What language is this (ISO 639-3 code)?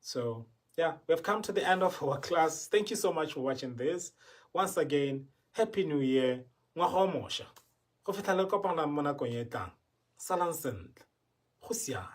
tsn